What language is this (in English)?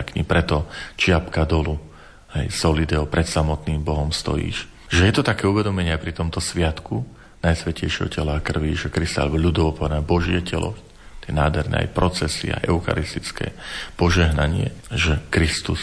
Slovak